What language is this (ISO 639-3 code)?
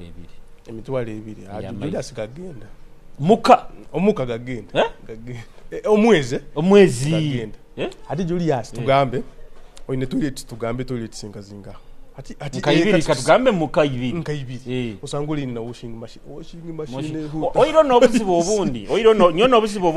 nyo